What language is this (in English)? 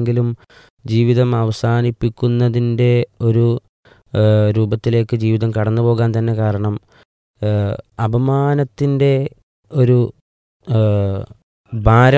Malayalam